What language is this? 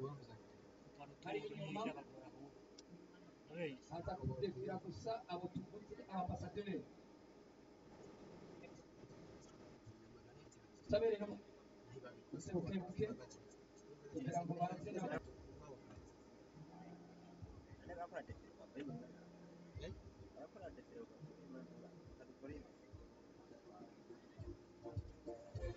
Rundi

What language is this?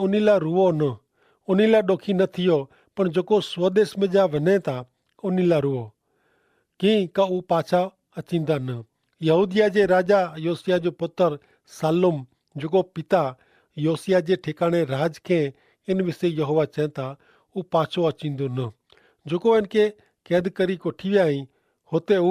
Kachhi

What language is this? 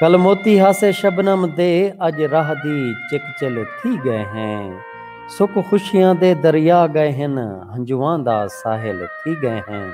Saraiki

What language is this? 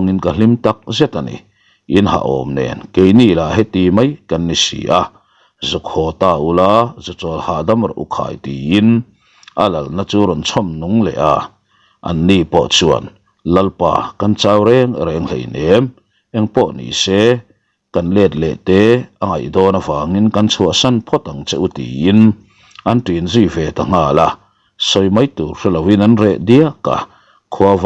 Mizo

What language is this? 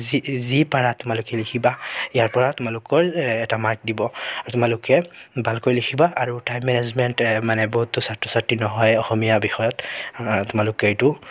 Assamese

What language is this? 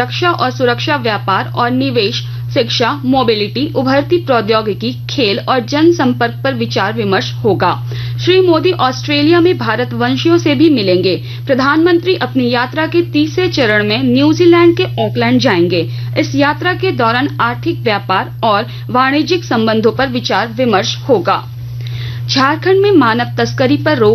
Hindi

